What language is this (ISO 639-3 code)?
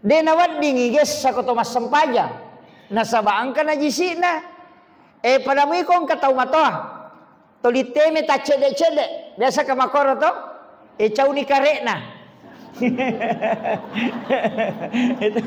bug